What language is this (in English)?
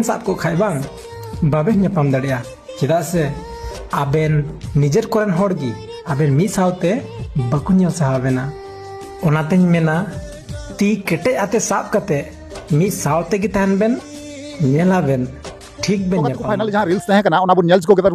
Santali